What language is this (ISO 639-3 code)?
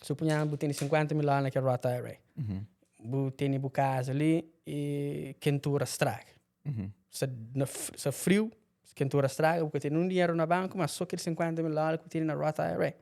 kea